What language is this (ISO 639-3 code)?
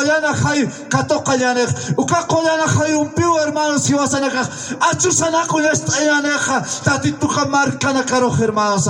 aym